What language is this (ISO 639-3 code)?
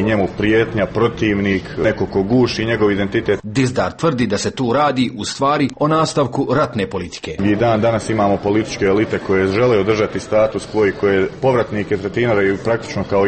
srp